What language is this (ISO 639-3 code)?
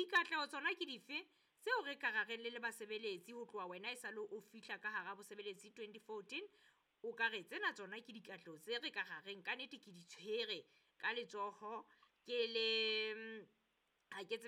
sot